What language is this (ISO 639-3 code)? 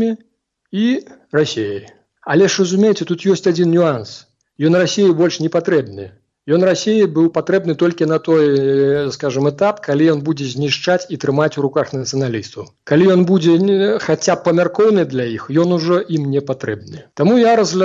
bel